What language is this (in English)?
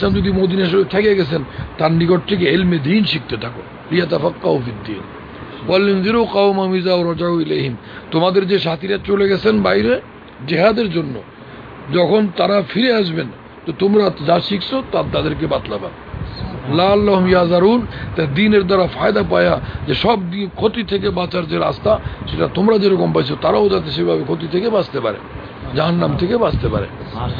Bangla